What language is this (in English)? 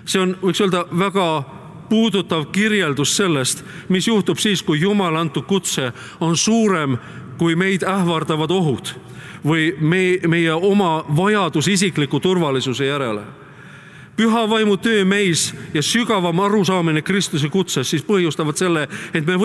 Estonian